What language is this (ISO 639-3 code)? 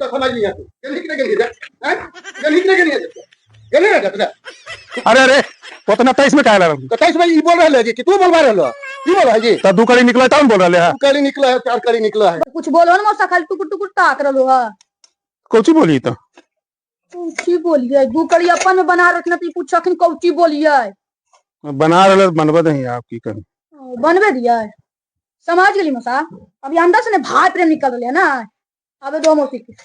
mag